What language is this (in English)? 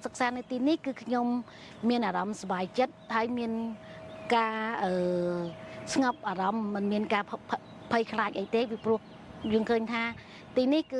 Khmer